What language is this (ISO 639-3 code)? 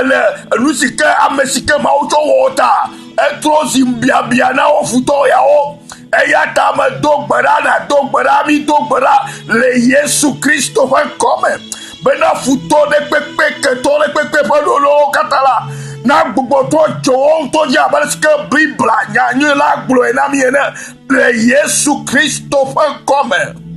ewe